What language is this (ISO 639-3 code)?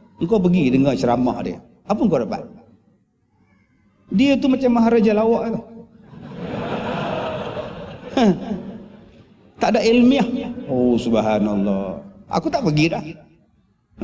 msa